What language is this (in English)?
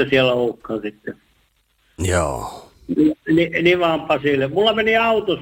Finnish